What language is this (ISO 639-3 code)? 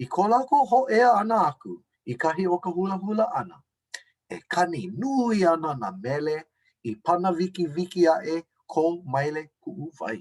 haw